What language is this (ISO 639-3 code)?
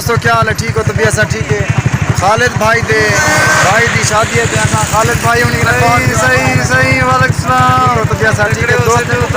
skr